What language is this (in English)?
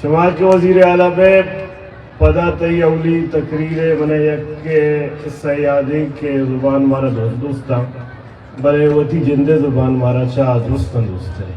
Eastern Balochi